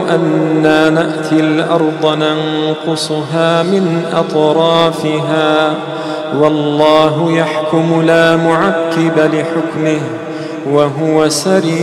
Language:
Arabic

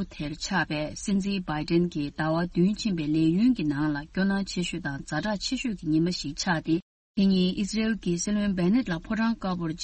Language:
Tibetan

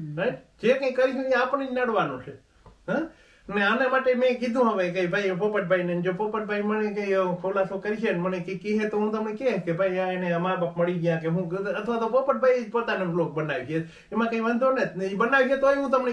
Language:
Gujarati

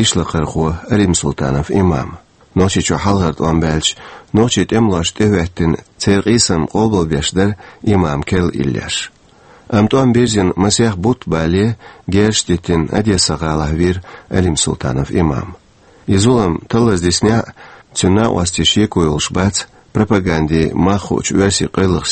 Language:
Chechen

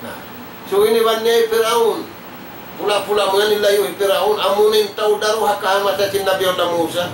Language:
Tausug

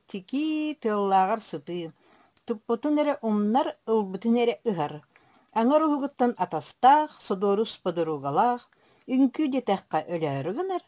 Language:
Yakut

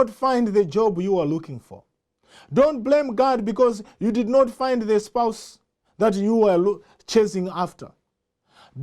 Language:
English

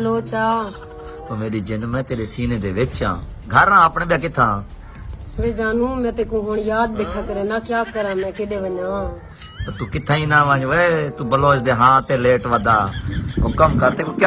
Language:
Saraiki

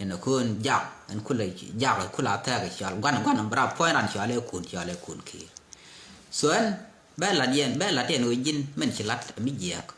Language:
Nuer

